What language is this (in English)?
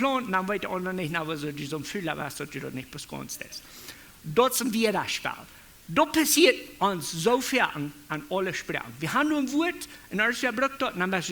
Plautdietsch